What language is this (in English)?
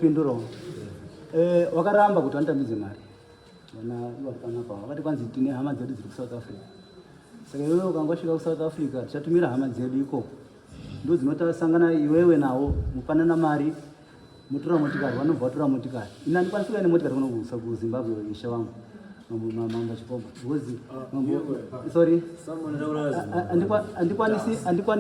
Shona